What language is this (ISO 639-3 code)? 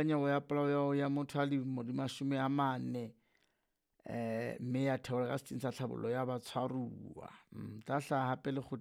sot